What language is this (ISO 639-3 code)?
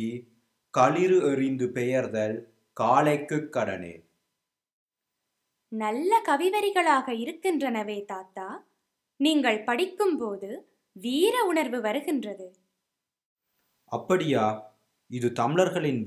tam